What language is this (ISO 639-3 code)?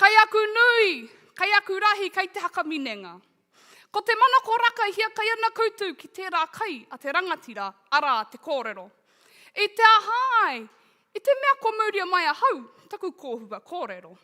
mri